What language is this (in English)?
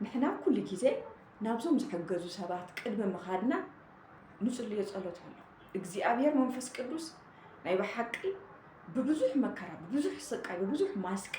Tigrinya